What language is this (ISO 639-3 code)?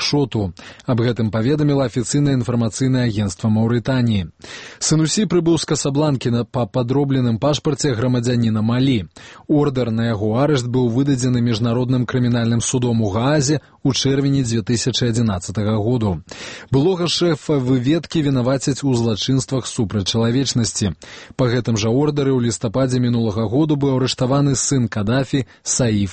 bel